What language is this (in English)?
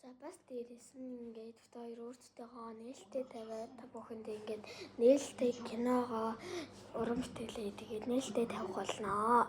Mongolian